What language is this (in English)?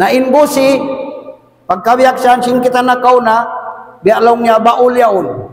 Tausug